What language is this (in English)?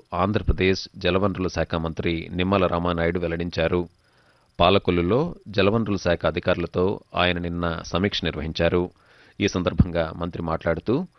Telugu